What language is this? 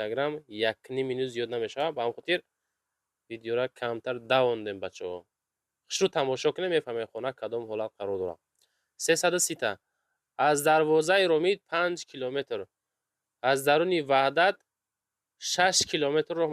Tajik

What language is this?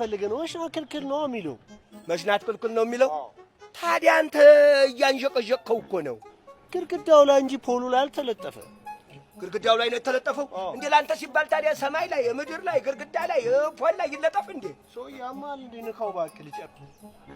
Amharic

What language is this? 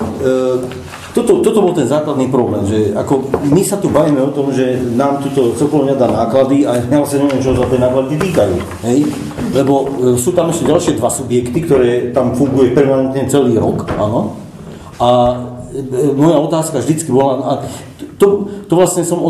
Slovak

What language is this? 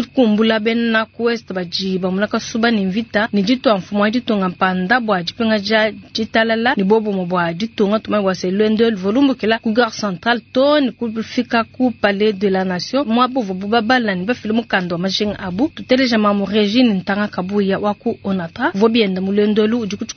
Luba-Lulua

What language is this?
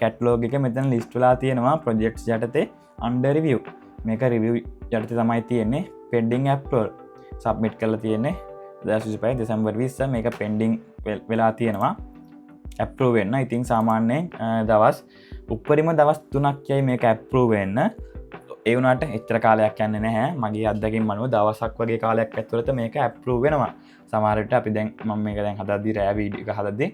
Sinhala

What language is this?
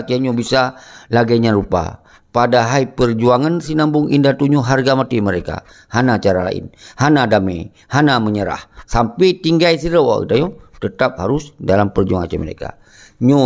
Achinese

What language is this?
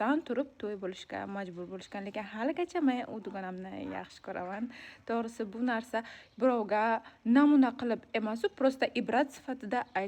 Uzbek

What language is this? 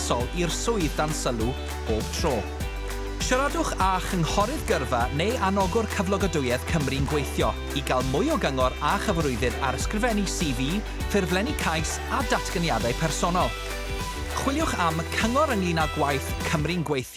Welsh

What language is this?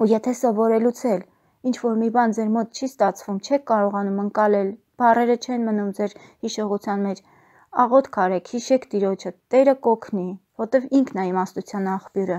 Armenian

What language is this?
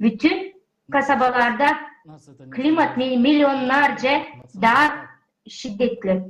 Gagauz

